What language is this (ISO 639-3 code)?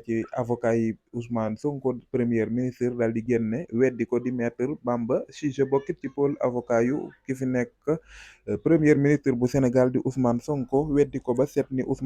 wol